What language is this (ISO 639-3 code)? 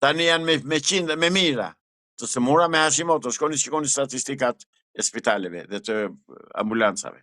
sqi